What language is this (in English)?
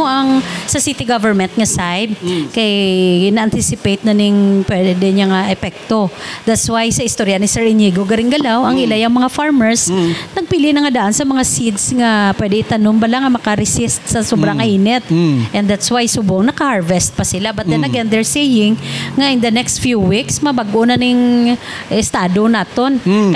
Hiligaynon